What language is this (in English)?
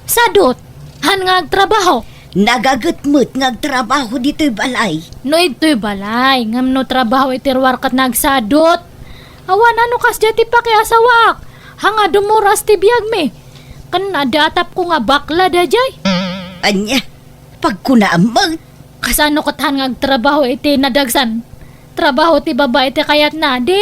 Iloko